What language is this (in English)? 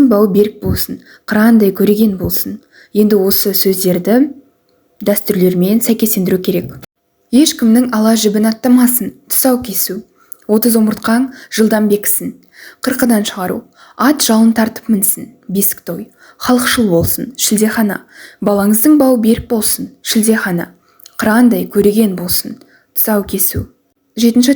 Kazakh